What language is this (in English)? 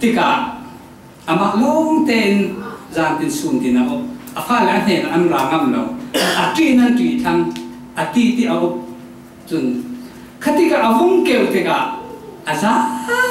Falam Chin